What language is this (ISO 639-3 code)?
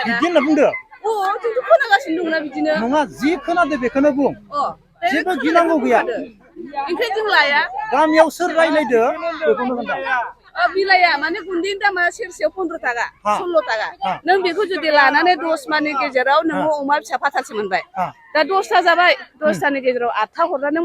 brx